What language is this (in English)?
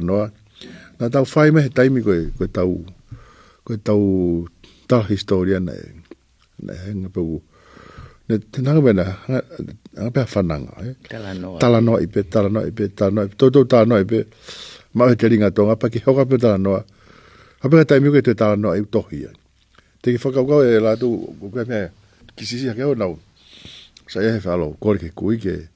Tongan